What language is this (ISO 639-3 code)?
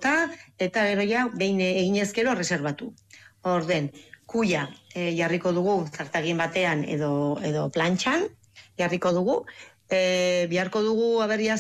eus